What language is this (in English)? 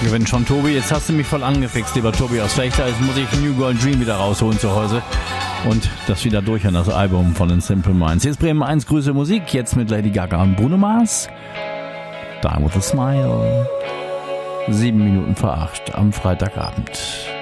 German